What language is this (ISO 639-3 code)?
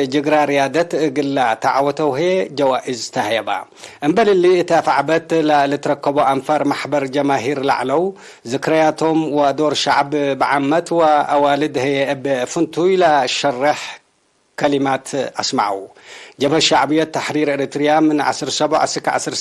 tig